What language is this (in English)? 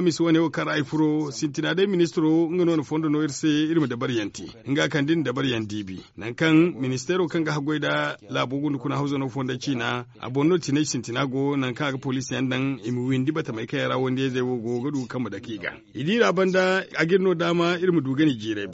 Zarma